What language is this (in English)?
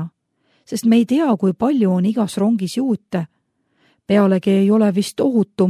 Estonian